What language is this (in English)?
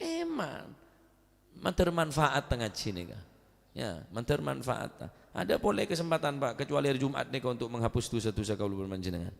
Madurese